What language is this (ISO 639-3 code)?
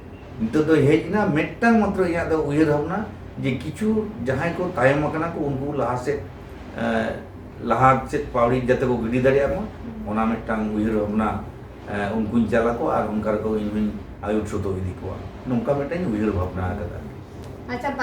sat